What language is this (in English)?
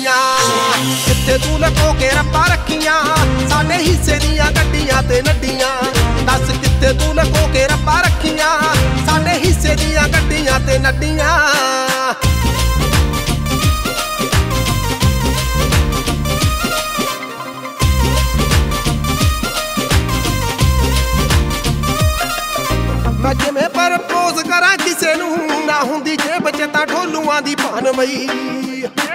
Punjabi